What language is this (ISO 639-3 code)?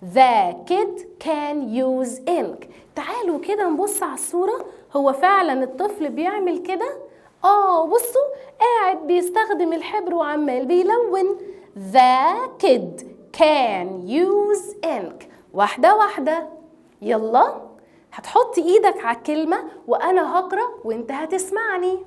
arz